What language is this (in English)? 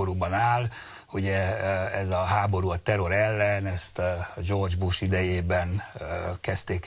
Hungarian